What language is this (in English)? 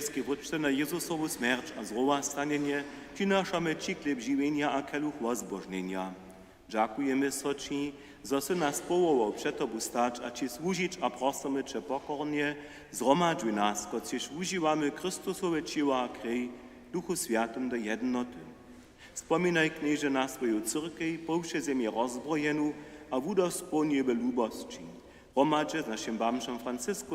Upper Sorbian